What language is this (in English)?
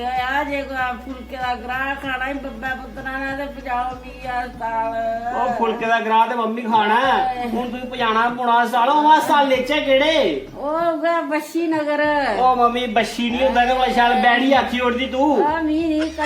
Dogri